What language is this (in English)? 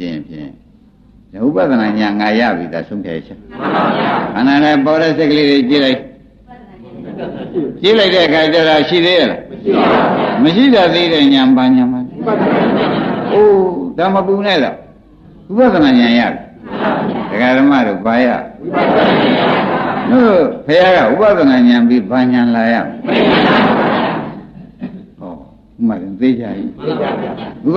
Burmese